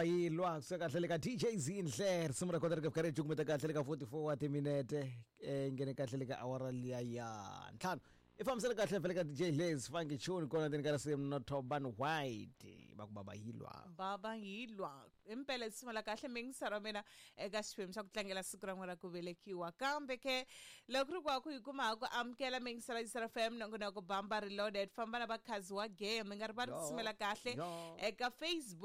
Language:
Tsonga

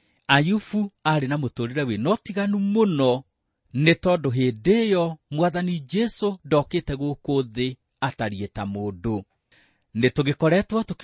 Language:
Kikuyu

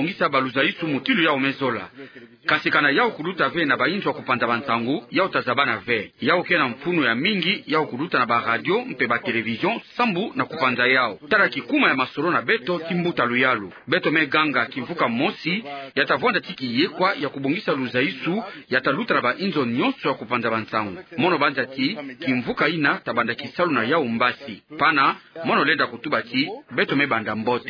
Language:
Kituba (Democratic Republic of Congo)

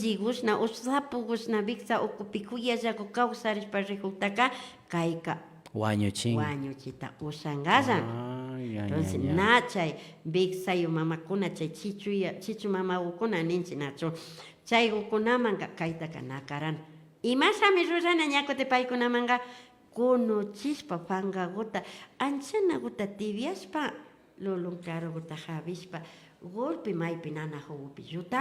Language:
Imbabura Highland Quichua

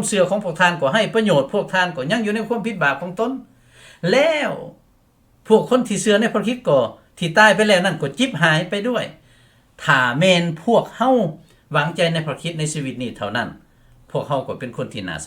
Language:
Lao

